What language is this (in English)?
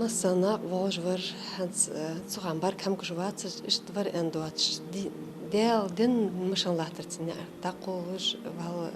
Ingush